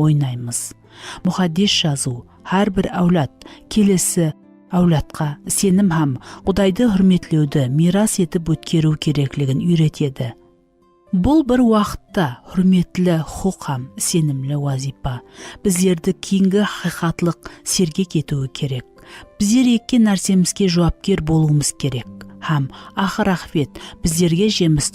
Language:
Kara-Kalpak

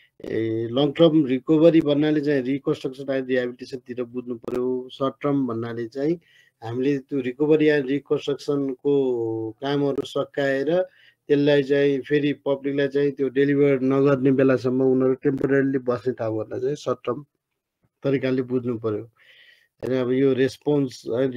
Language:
Nepali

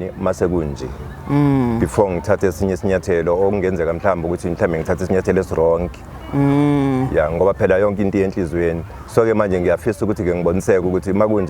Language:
Zulu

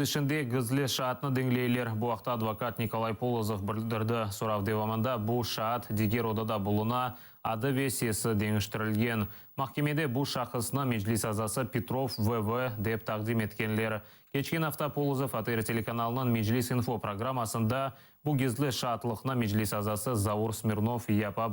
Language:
Crimean Tatar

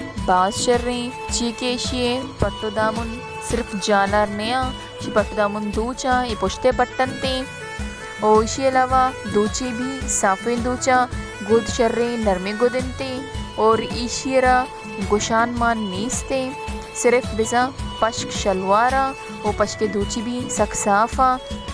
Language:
Baluchi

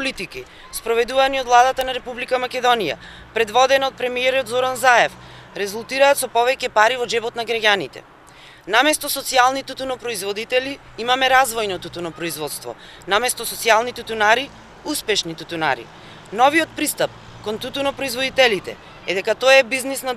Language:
Macedonian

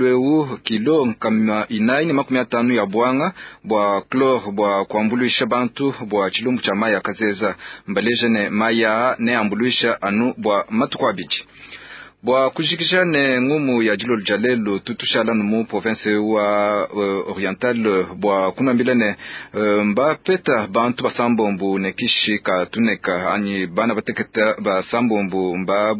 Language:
Luba-Lulua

